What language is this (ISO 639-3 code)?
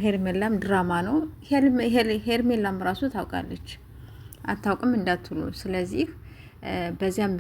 amh